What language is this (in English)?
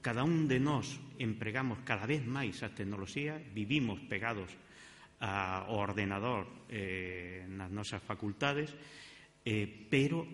Galician